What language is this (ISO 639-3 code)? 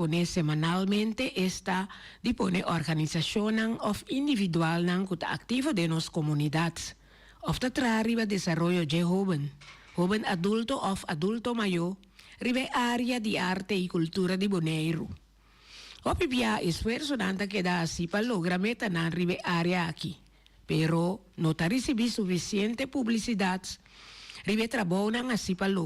pap